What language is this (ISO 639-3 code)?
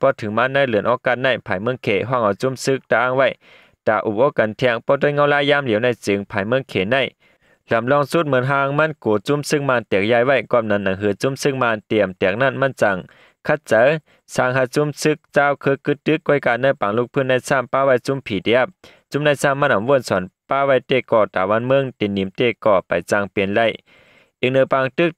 shn